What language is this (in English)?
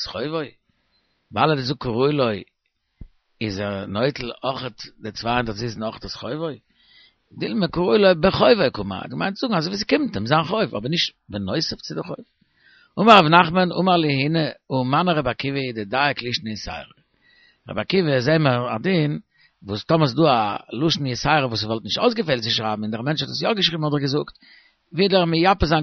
Yiddish